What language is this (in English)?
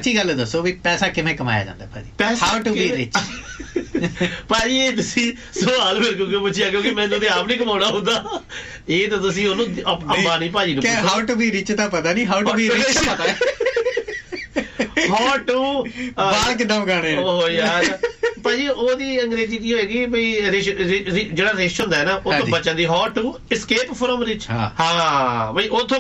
Punjabi